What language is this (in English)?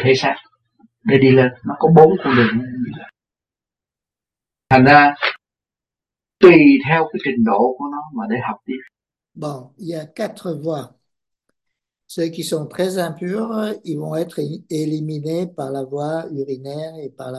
Vietnamese